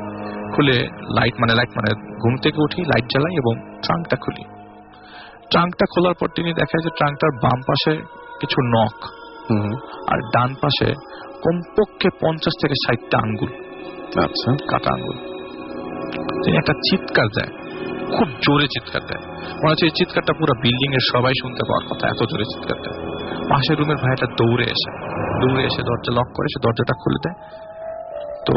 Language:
Bangla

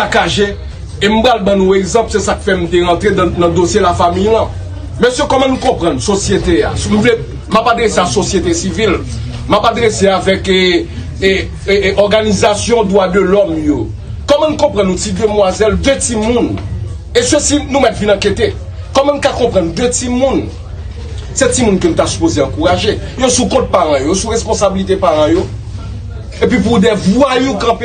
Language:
Haitian Creole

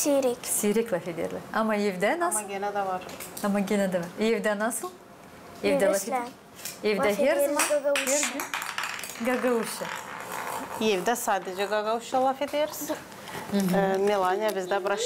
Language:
Gagauz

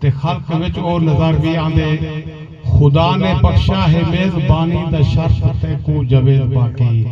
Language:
Saraiki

